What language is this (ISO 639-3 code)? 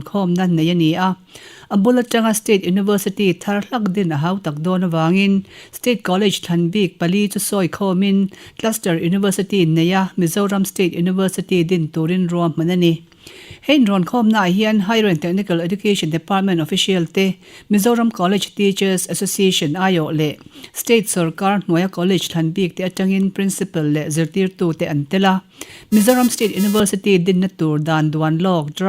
lus